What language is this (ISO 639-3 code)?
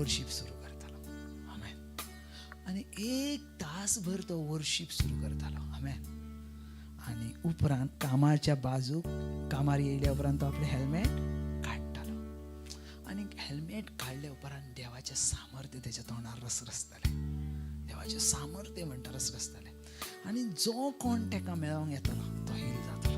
kok